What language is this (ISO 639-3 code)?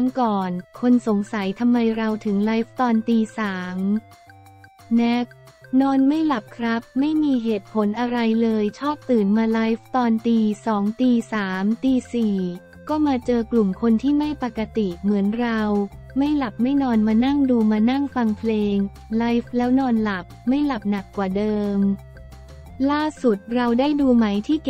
tha